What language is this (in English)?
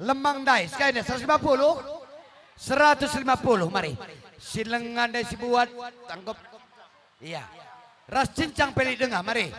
Batak Karo